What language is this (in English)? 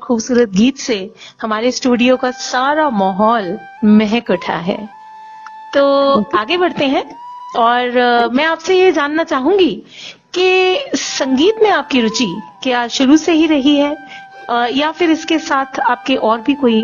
Hindi